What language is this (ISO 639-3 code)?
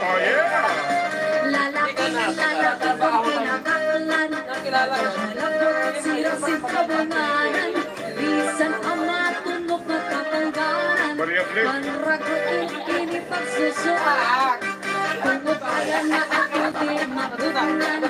war